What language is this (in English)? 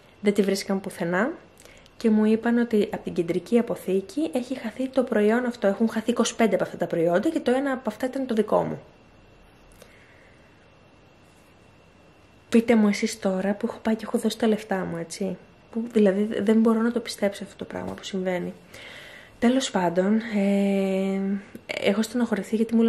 Greek